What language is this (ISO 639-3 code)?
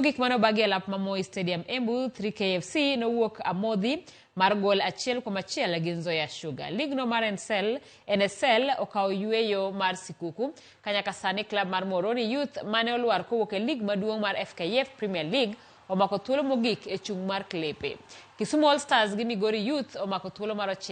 luo